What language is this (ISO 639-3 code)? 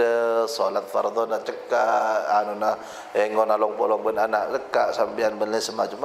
mad